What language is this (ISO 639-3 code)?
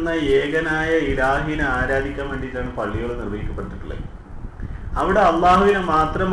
mal